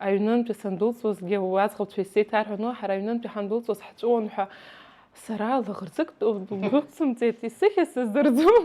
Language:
Abkhazian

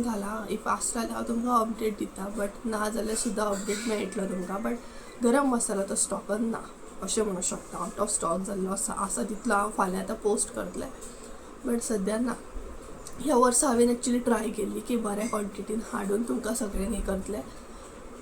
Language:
Konkani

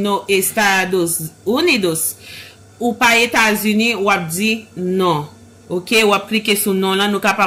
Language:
Haitian Creole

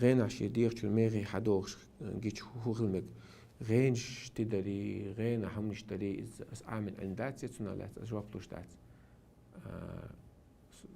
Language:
Chechen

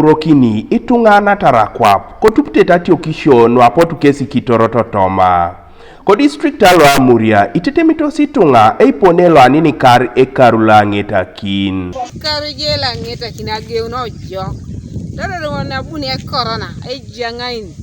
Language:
Teso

